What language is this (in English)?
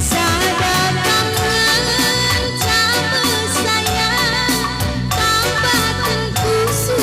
Batak Karo